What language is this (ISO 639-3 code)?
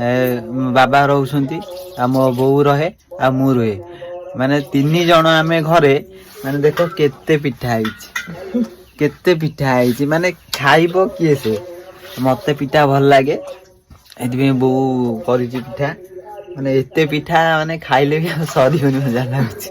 ori